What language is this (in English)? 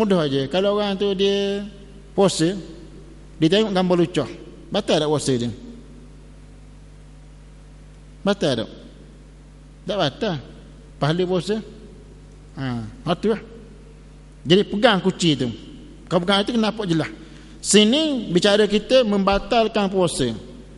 Malay